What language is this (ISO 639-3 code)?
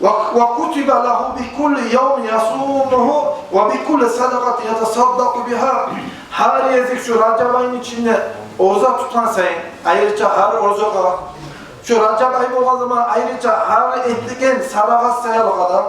kum